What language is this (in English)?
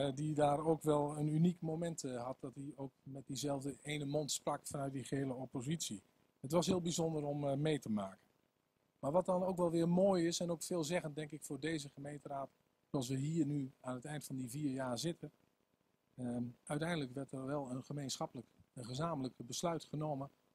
Dutch